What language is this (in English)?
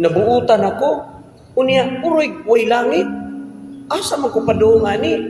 Cebuano